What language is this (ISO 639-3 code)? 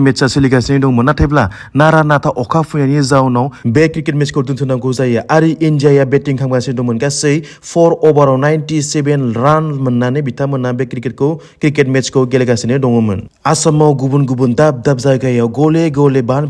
brx